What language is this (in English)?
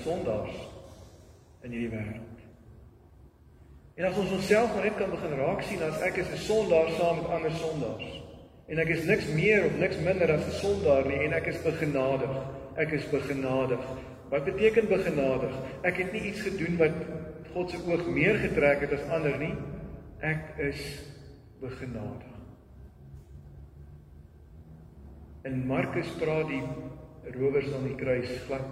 Afrikaans